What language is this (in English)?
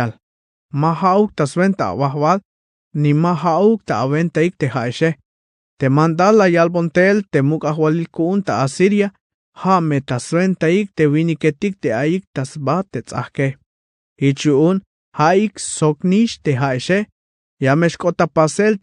Tzeltal